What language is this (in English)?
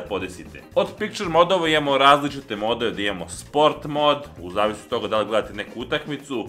Serbian